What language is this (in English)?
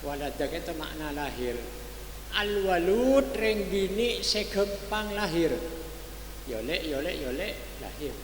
Madurese